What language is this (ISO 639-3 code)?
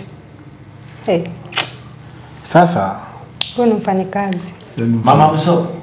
swa